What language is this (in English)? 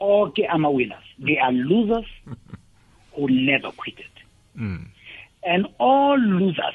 South Ndebele